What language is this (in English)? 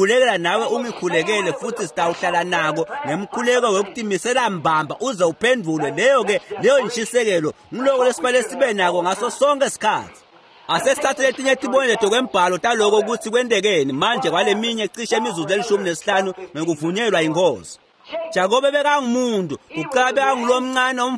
Swati